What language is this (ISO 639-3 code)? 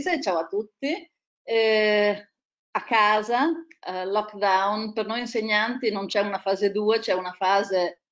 ita